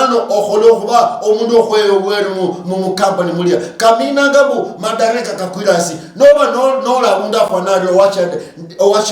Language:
Luyia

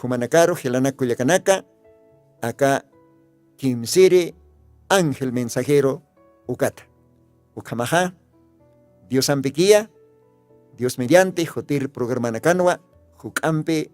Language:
Aymara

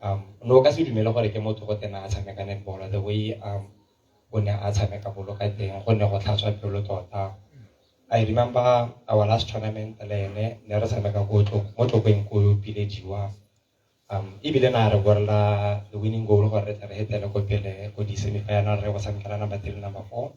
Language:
Tswana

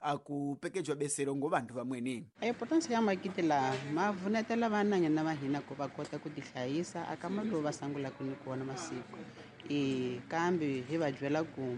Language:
Tsonga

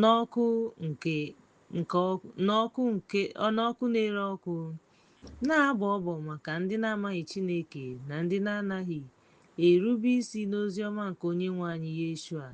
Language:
Igbo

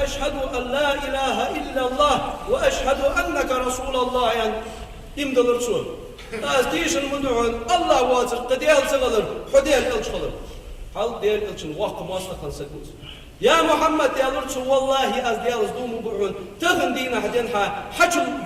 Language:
Ingush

